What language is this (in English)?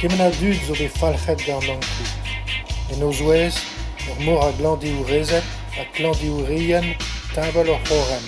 Breton